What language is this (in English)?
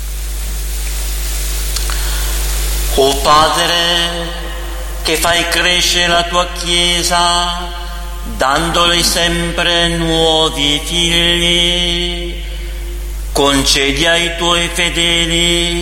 Italian